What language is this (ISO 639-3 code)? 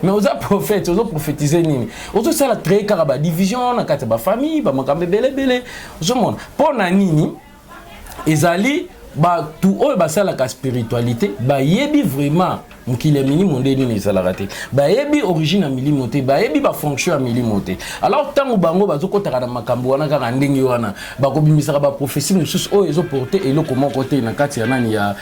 lin